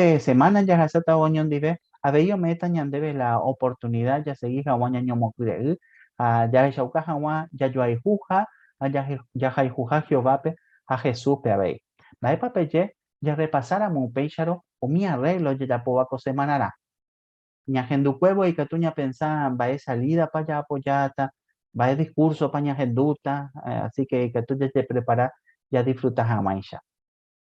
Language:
Guarani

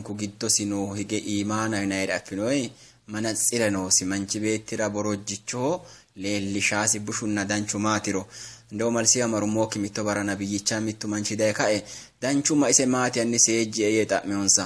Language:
Sidamo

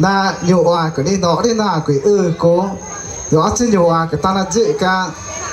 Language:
Ticuna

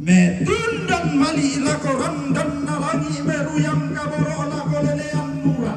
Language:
Toraja-Sa'dan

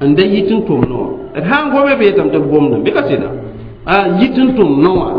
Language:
Mossi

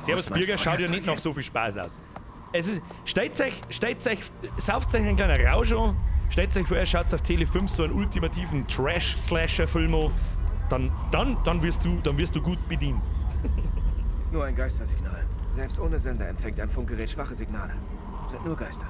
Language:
Bavarian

